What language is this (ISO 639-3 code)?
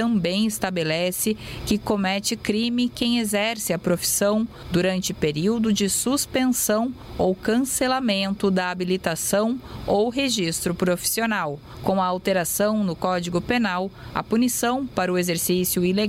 por